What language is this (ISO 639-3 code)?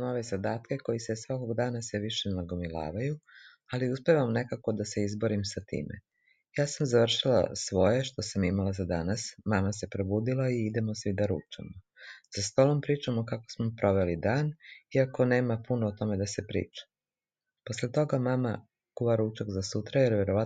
srp